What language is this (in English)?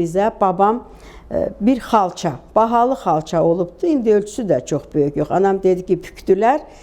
Azerbaijani